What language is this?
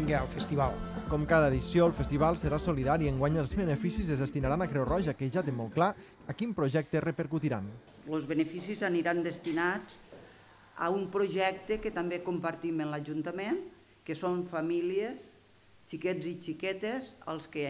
Catalan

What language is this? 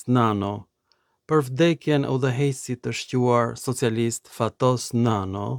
Albanian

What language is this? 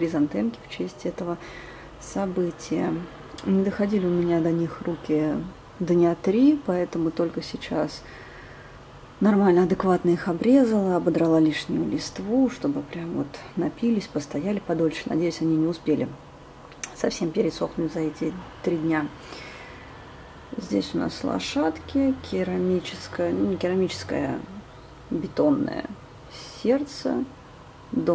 Russian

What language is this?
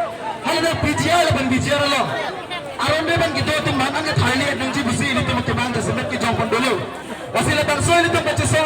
Karbi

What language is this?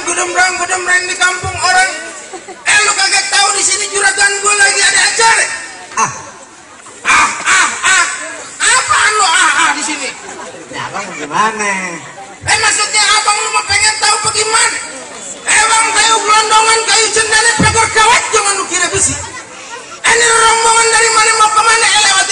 Betawi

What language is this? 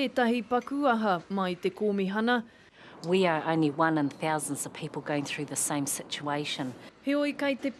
Māori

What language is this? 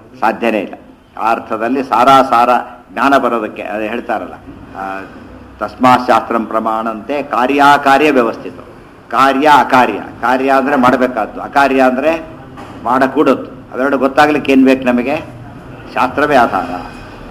Kannada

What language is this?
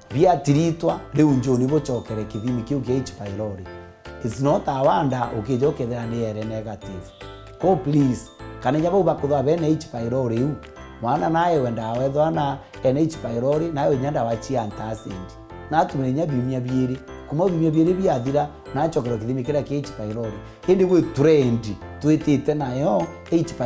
Meru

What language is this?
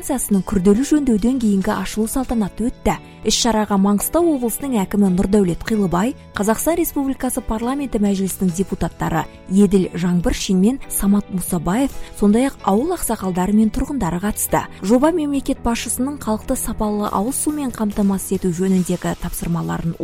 Kazakh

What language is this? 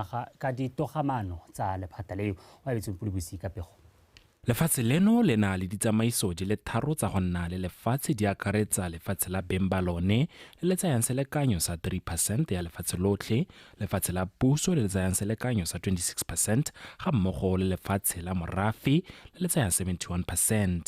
Tswana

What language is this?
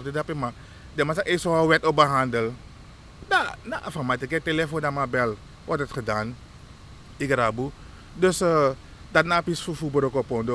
Sranan Tongo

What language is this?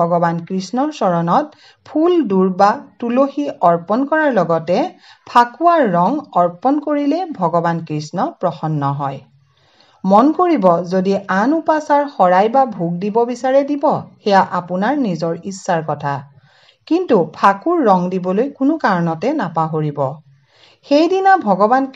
Assamese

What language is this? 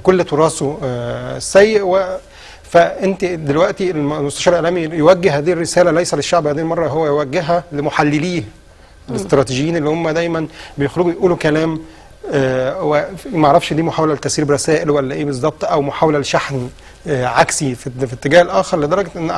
Egyptian Arabic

